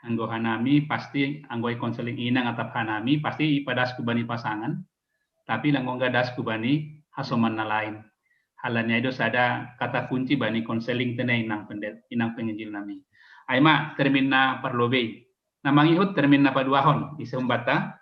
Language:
Batak Simalungun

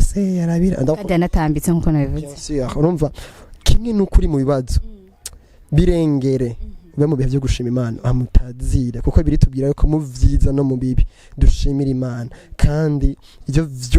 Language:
Rundi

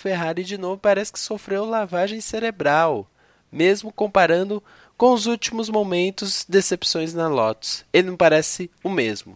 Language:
Portuguese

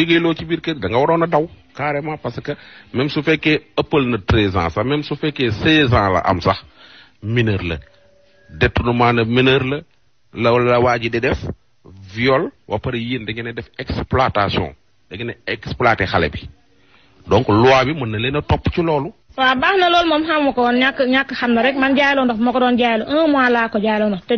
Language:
Wolof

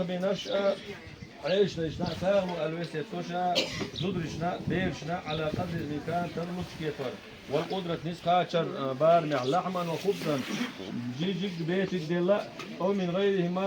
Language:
Chechen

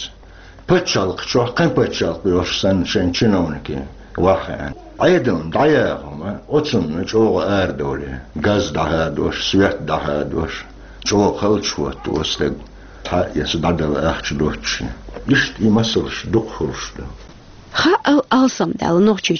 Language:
Chechen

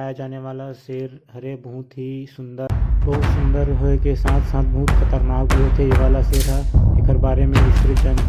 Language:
Chhattisgarhi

